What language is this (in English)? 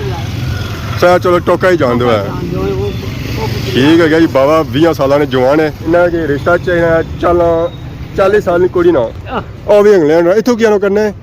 Pahari-Potwari